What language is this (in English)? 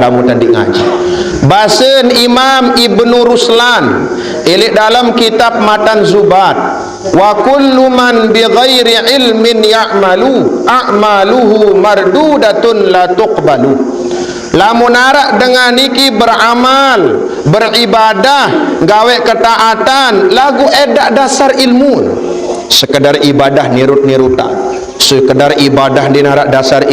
Sasak